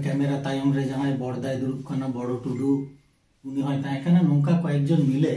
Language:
Santali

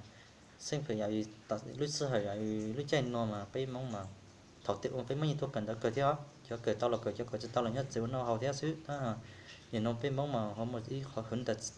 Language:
Hmong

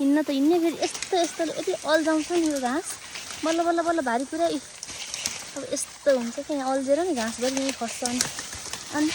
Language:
Nepali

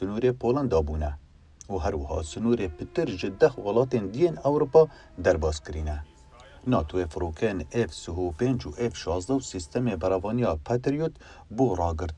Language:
Kurdish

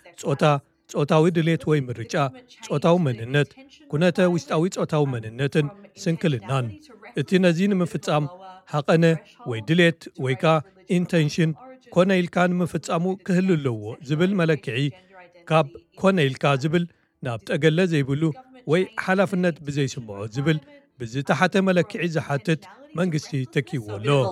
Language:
Tigrinya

